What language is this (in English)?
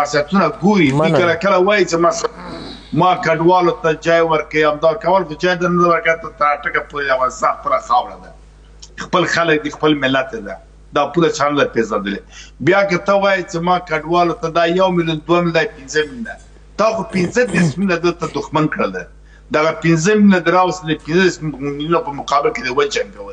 Pashto